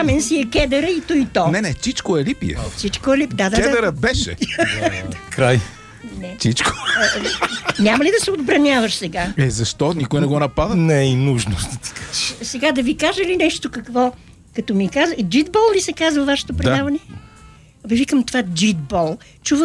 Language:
Bulgarian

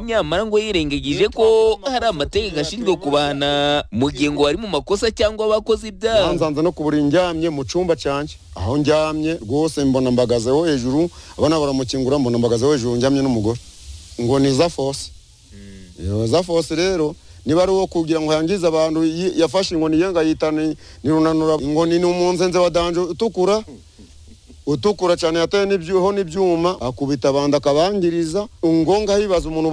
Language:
Kinyarwanda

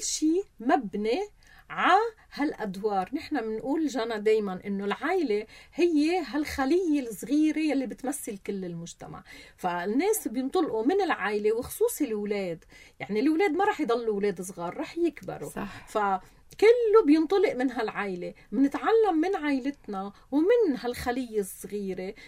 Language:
North Levantine Arabic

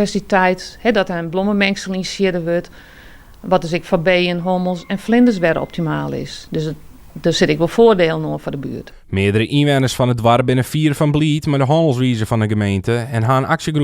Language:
Western Frisian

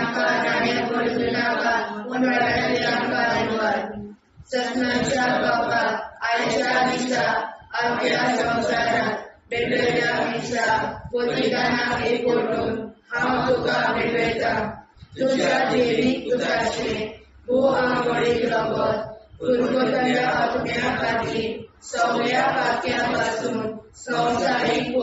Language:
Konkani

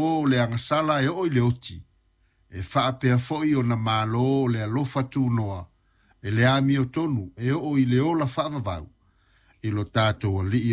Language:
Samoan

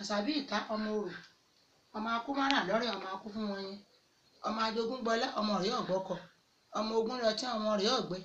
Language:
Yoruba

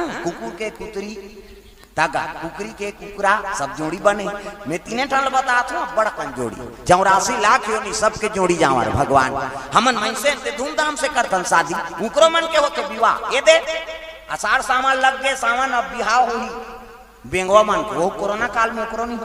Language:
Chhattisgarhi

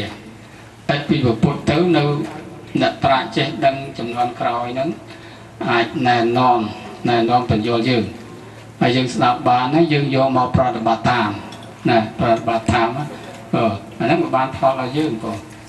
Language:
Khmer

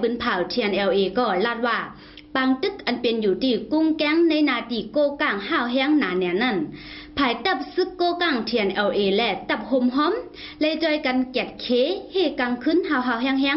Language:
Shan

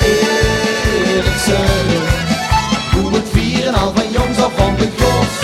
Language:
Limburgish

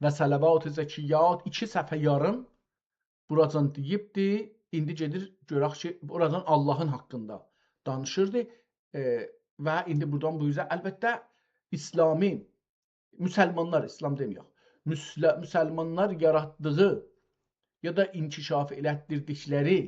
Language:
South Azerbaijani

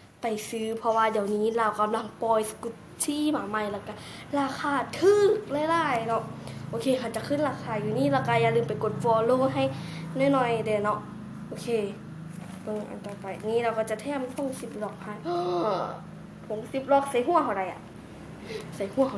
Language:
Lao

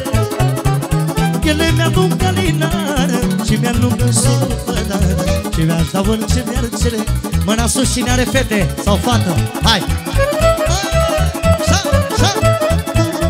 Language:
Romanian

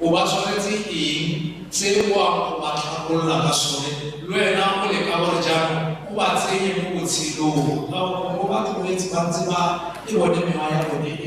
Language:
Tswana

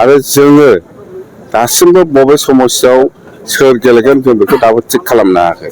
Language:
Bodo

